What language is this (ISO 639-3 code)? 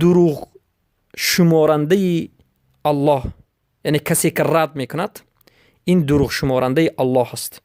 fas